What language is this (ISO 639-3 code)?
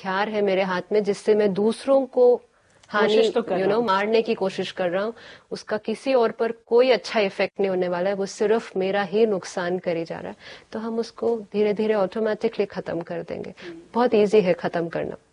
hin